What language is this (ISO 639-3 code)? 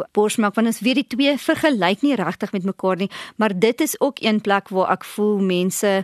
afr